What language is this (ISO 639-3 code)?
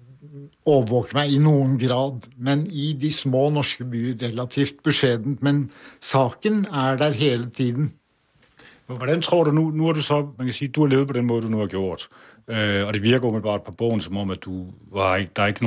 dan